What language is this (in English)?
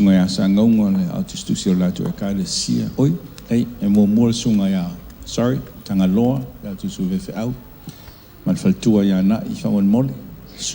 Samoan